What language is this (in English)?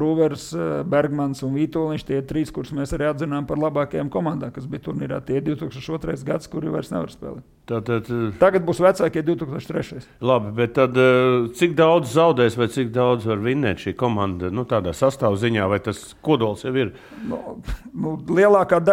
Latvian